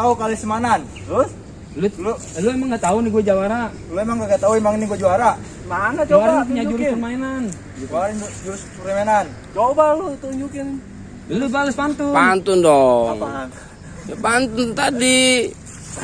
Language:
Betawi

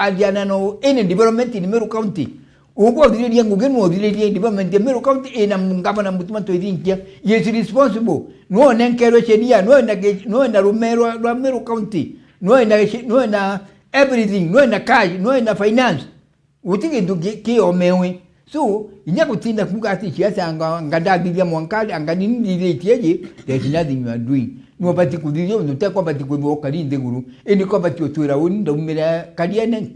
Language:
Meru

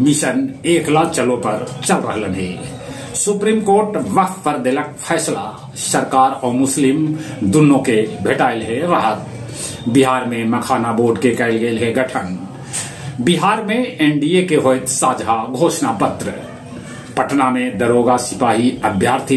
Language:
Magahi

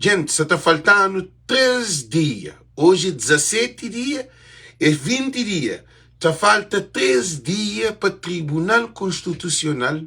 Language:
Kabuverdianu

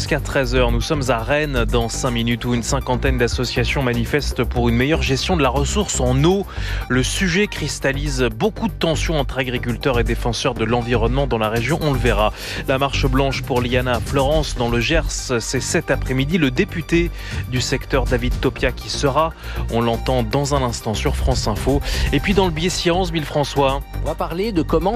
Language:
French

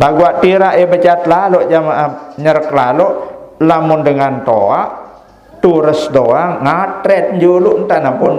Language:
Sasak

